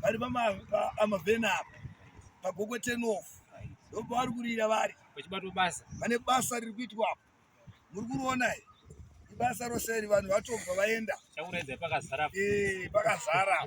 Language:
Shona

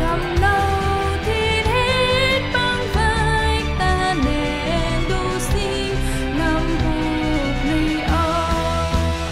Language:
Central Mnong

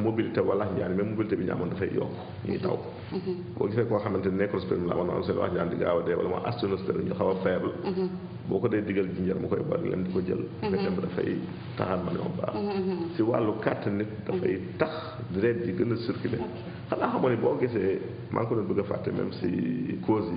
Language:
Wolof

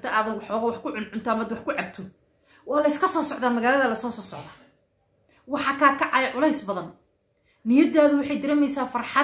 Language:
Somali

